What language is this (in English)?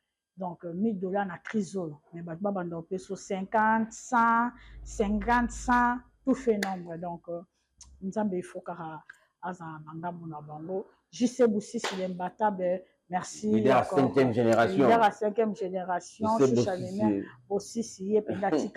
Lingala